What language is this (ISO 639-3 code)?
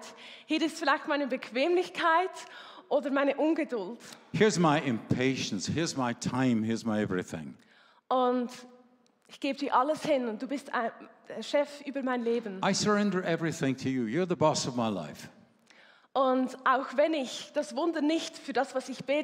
gsw